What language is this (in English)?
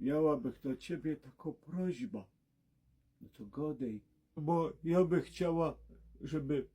Silesian